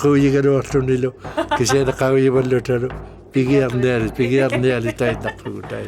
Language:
Inuktitut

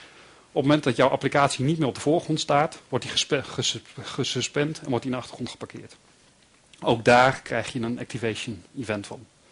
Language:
Dutch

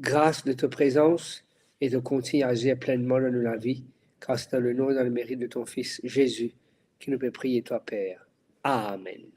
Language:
Morisyen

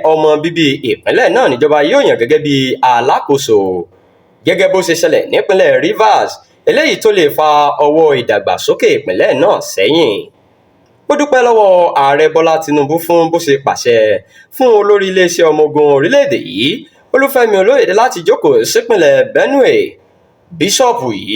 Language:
Yoruba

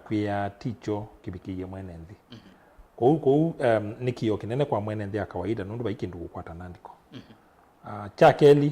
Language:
Kamba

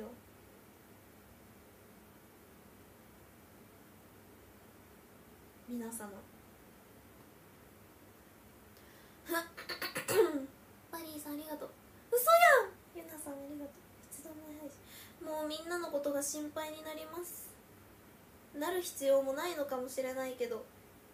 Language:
Japanese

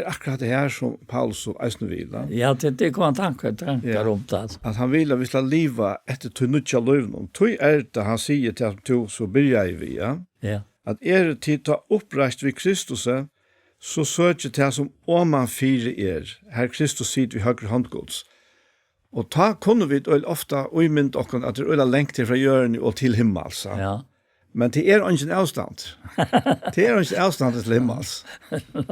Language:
Faroese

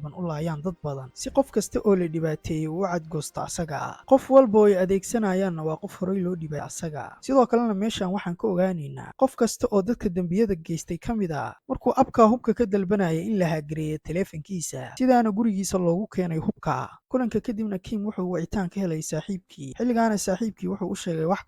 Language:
Somali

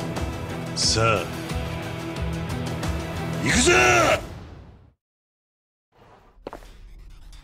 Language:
Japanese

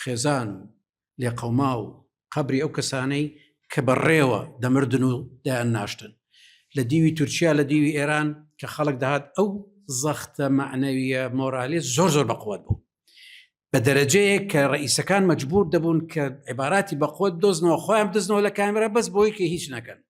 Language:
Central Kurdish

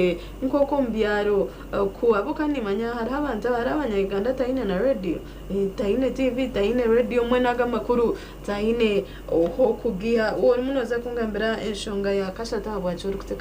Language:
Nyankole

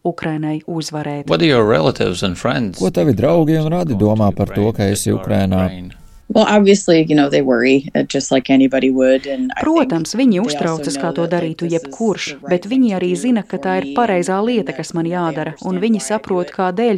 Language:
Latvian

